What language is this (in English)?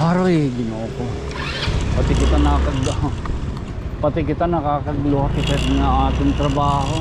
Waray